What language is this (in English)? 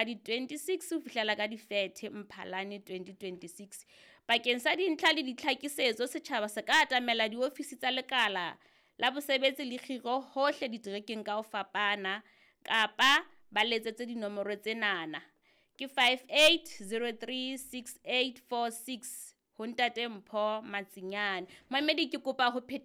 Southern Sotho